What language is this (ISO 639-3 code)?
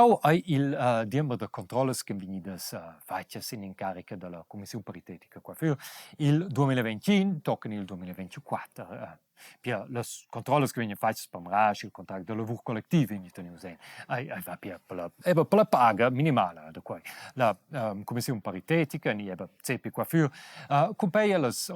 roh